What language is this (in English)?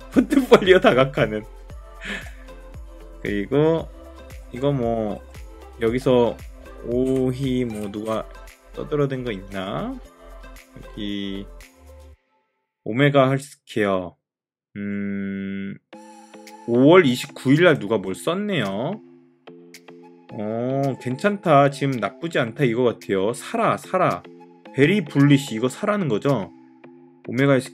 Korean